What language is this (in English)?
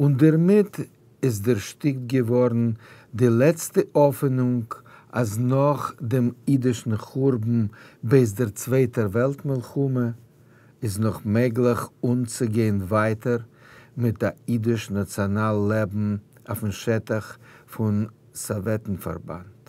Yiddish